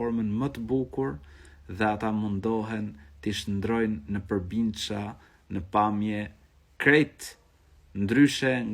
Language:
Albanian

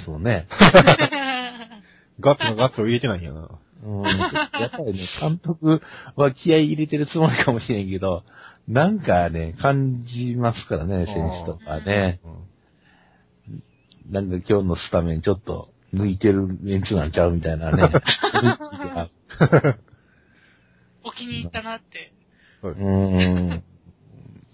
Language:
Japanese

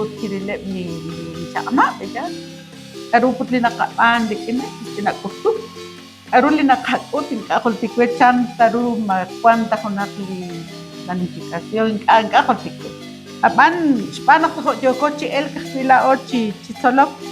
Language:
Kekchí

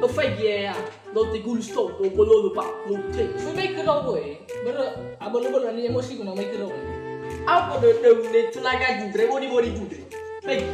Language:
Nias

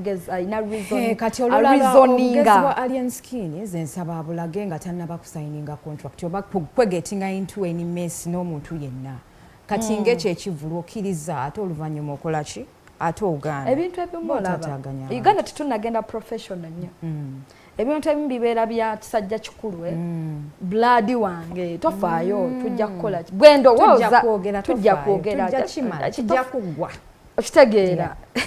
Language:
Ganda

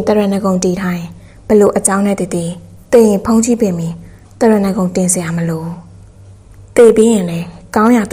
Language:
Burmese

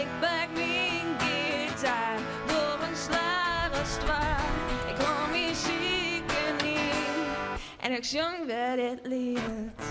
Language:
Western Frisian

